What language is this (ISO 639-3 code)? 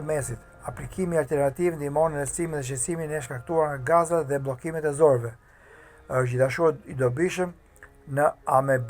sqi